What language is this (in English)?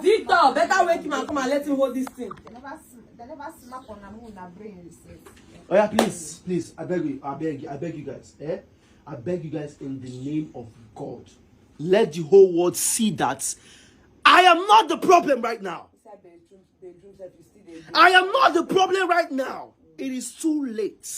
Nigerian Pidgin